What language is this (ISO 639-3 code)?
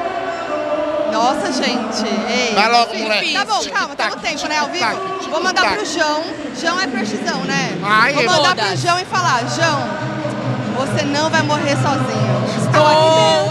por